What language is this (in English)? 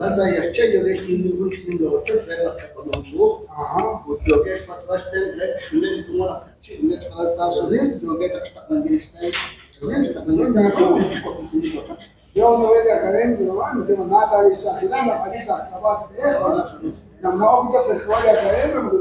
Kekchí